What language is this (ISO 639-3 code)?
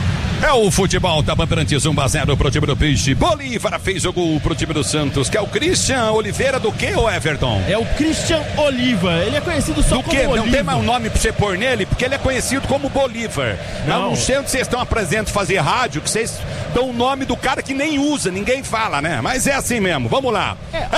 por